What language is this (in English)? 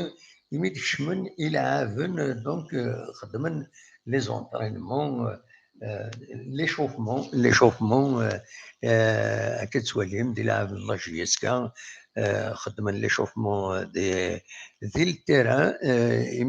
Kabyle